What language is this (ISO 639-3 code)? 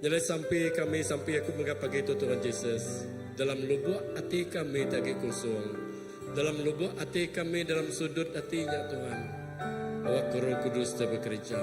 iba